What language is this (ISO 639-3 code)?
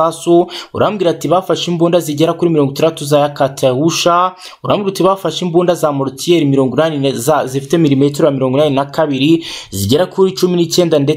kin